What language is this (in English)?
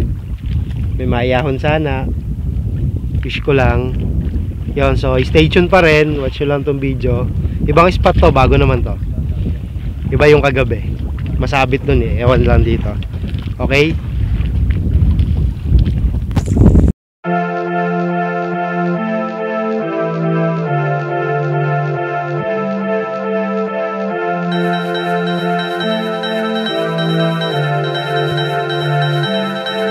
Filipino